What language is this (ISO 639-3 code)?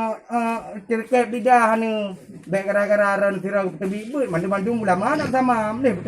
ace